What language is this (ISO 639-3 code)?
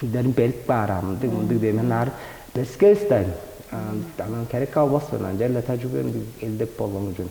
tyv